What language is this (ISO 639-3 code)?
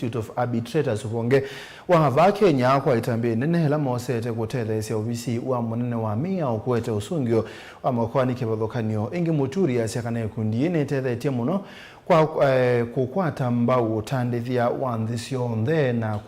kam